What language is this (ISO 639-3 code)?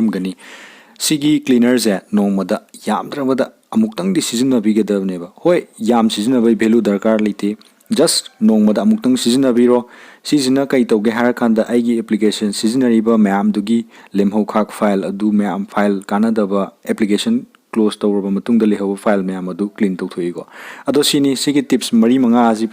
mni